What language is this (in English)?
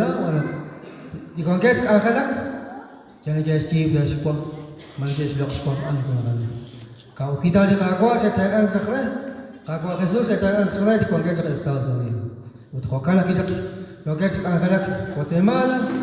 Kekchí